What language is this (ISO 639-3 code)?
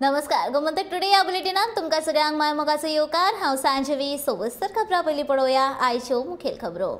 kok